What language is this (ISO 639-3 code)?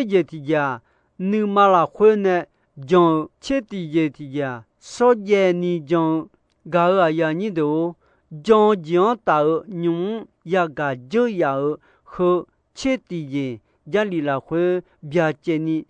ahk